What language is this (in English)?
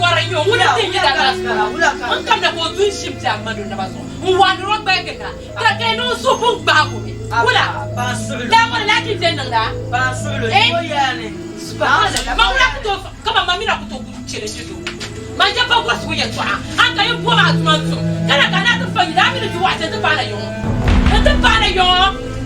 Dagbani